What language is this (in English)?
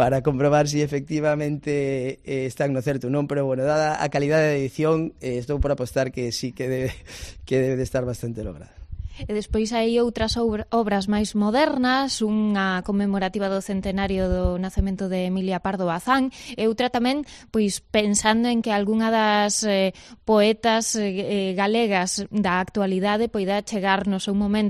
Galician